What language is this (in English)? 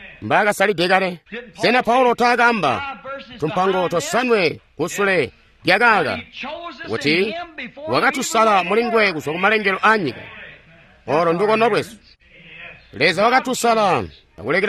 Tonga (Zambia)